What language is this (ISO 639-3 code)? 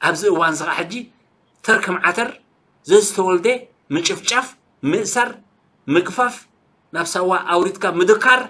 tir